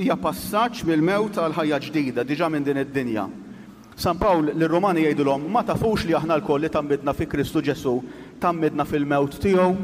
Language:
Maltese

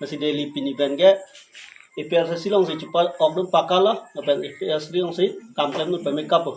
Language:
Karbi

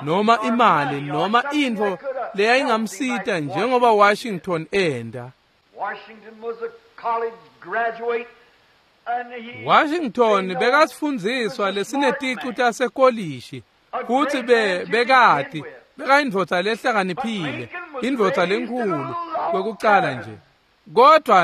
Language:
Swati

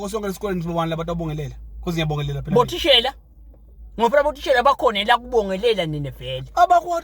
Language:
Swati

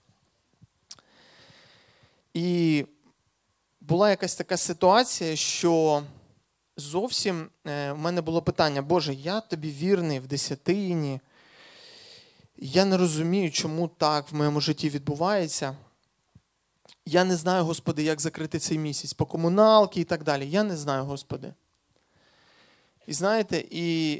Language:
Ukrainian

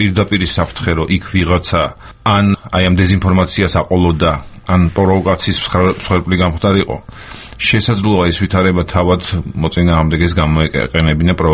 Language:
Georgian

